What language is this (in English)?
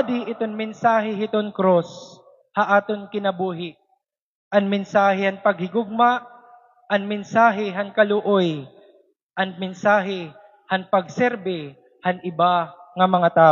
Waray